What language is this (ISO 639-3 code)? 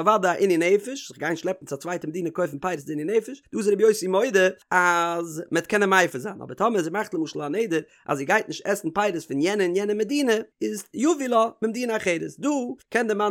yid